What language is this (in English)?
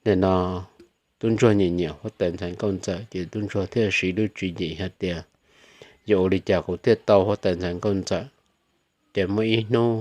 Hmong